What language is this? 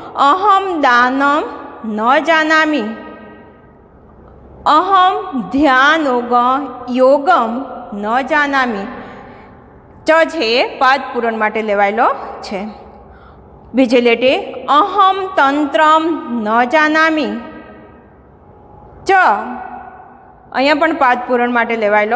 Gujarati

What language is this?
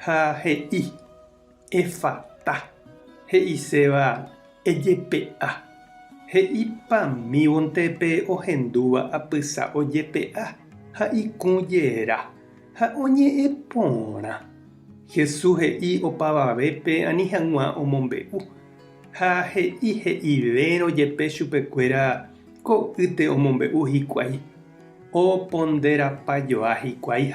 Guarani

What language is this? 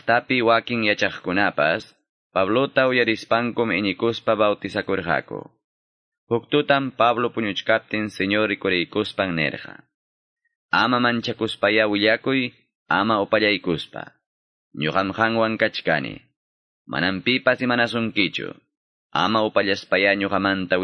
Quechua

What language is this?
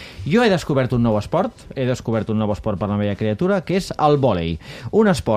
Catalan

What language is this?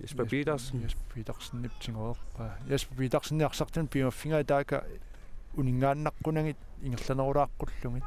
Kalaallisut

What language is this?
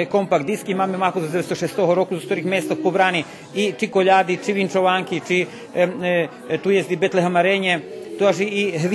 Rusyn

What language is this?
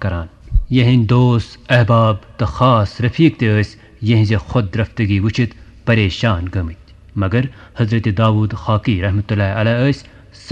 Kashmiri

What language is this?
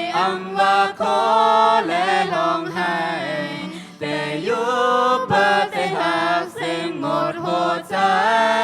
Shan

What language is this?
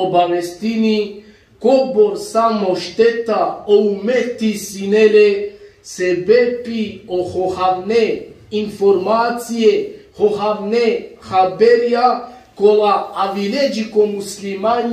Balkan Romani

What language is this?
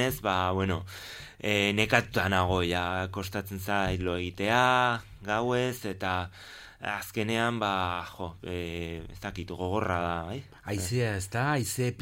Basque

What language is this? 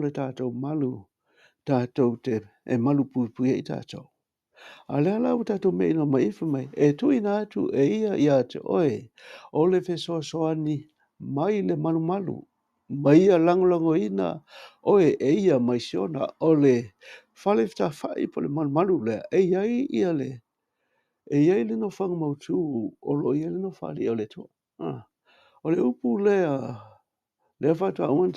Samoan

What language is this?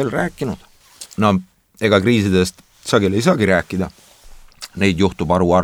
Estonian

